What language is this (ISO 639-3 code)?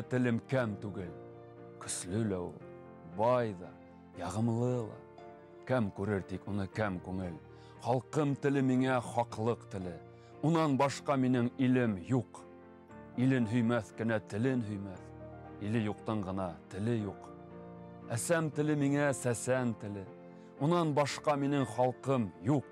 bak